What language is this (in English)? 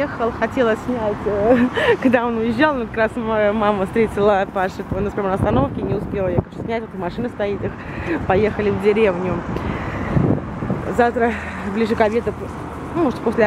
Russian